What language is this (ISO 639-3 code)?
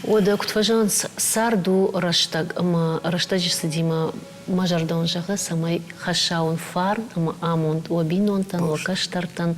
oss